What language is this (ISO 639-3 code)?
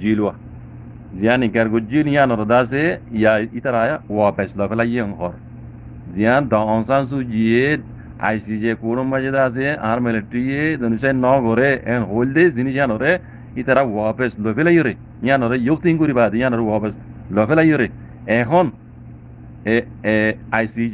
rhg